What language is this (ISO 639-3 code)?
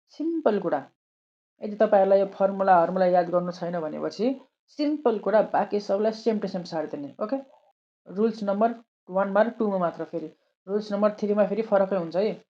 nep